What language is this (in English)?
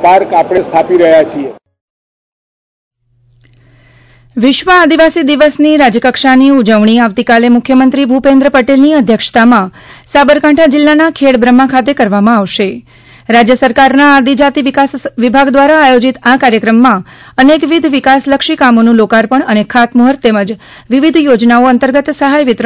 Gujarati